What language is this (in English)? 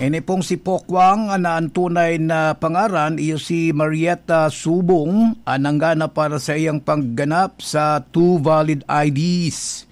Bikol